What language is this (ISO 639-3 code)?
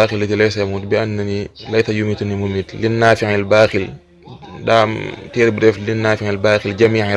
wol